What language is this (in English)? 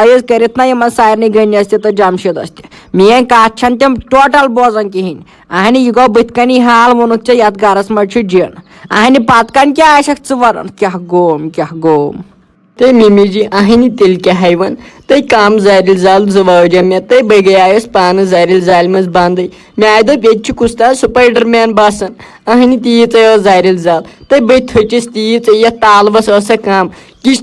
Kashmiri